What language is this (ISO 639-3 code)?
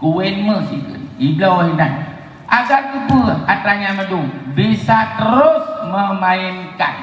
ace